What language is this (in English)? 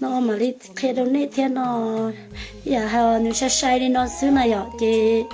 Hmong